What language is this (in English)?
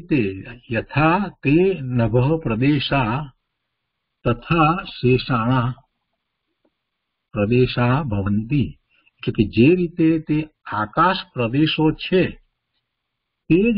Gujarati